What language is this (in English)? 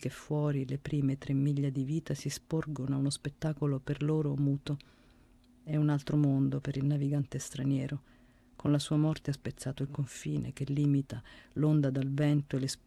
Italian